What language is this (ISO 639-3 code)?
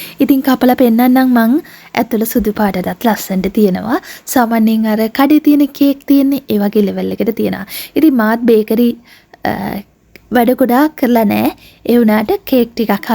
sin